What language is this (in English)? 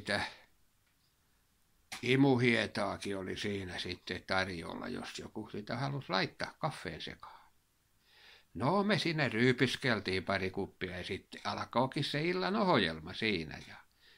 Finnish